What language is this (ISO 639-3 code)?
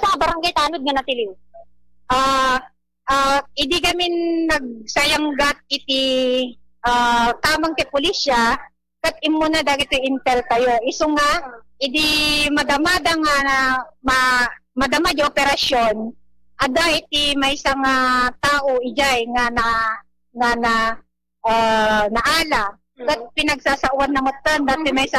ilo